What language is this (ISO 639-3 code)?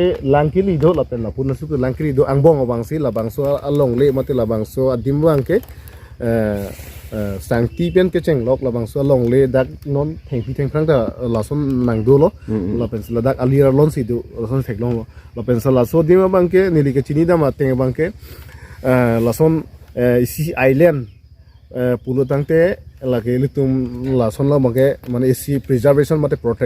mjw